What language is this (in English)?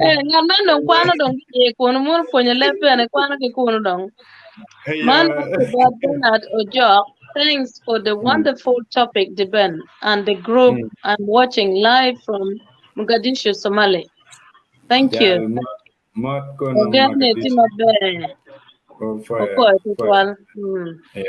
Acoli